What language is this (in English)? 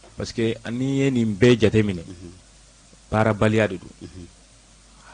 Bambara